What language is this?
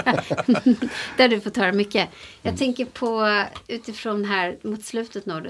Swedish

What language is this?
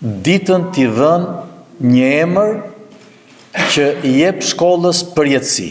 Albanian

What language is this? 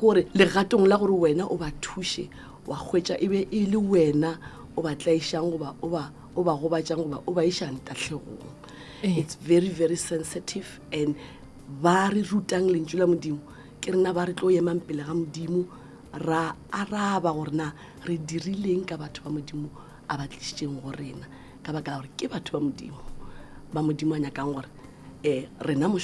Northern Sotho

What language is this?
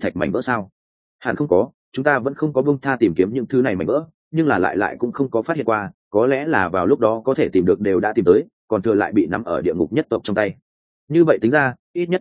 Vietnamese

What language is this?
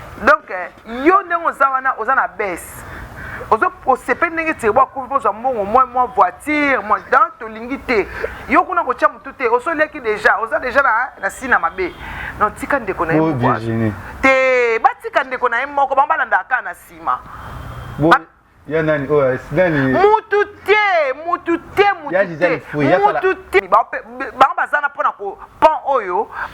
Lingala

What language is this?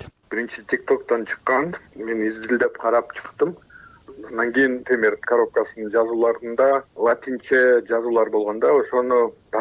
Kyrgyz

